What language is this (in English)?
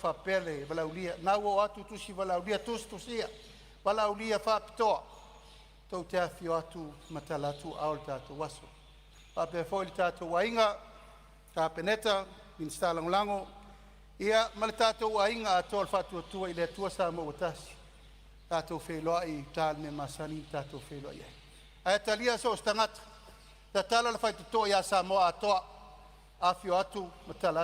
Samoan